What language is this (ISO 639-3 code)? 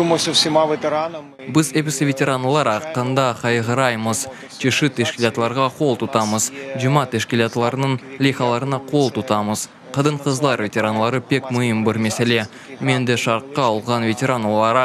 crh